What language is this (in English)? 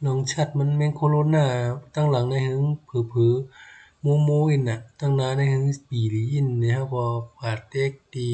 Shan